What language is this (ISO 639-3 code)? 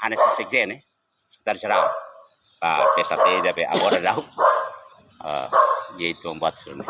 tet